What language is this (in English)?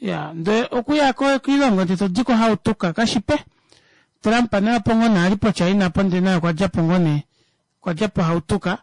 Kuanyama